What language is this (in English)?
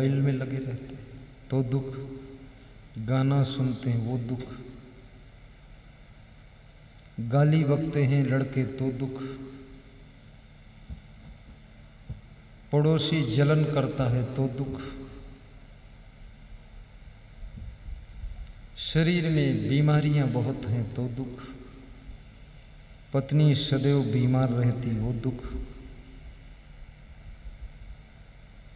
Hindi